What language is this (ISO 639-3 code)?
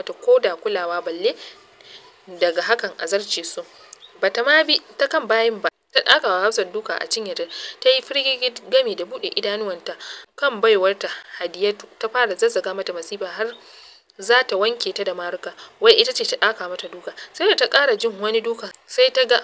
hau